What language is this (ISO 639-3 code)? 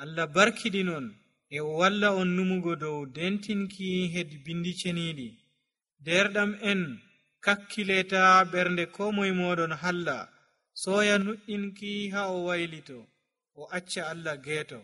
fuv